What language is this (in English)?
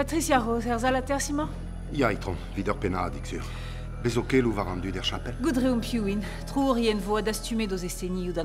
Breton